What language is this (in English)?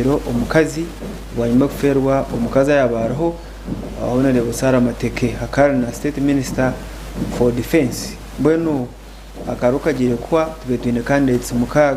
Nyankole